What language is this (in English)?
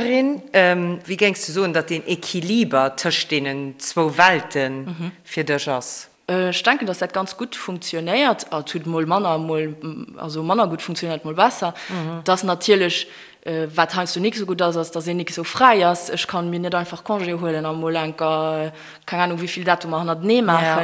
Luxembourgish